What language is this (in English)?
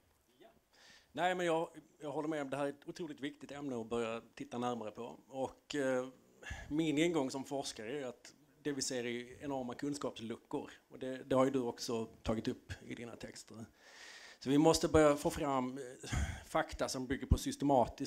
Swedish